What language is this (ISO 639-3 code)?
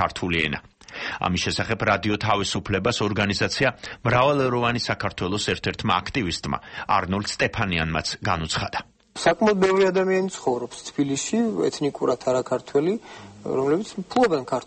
kat